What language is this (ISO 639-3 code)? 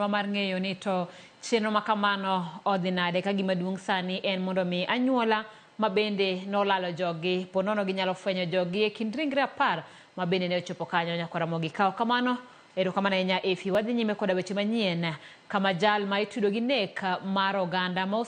luo